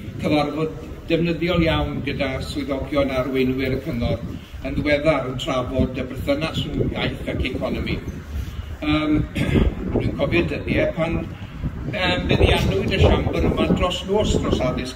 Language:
Welsh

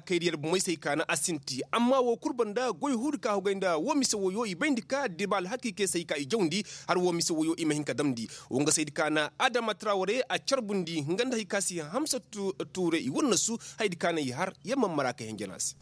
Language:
Koyraboro Senni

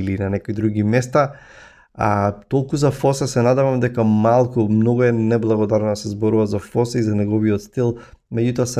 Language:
Macedonian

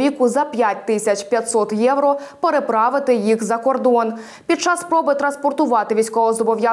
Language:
Ukrainian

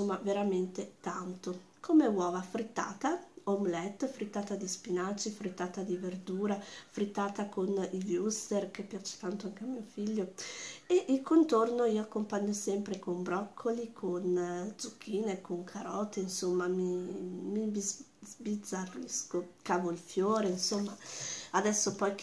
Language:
Italian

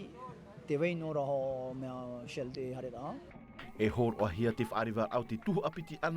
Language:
Tahitian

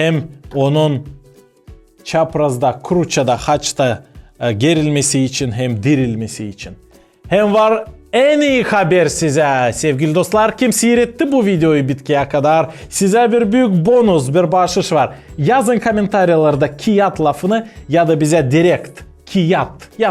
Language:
Gagauz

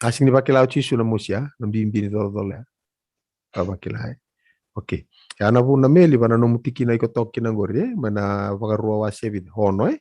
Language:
Fijian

